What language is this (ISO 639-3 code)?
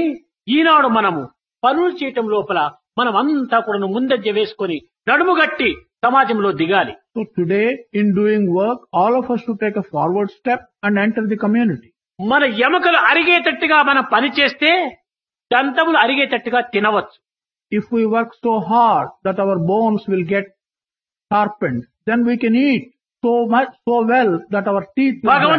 tel